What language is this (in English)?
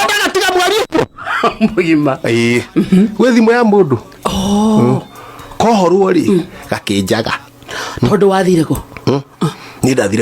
Kikuyu